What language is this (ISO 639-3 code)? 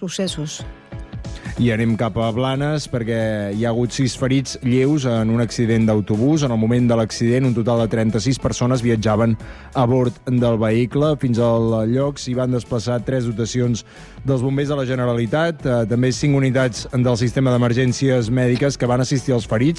cat